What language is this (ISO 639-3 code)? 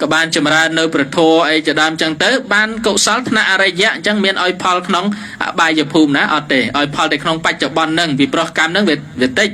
khm